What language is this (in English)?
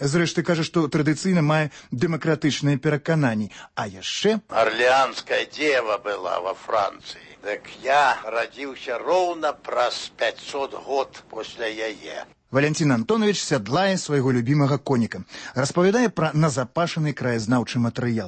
Belarusian